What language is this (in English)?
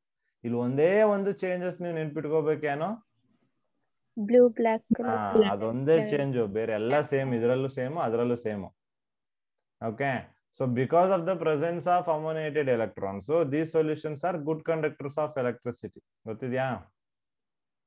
Kannada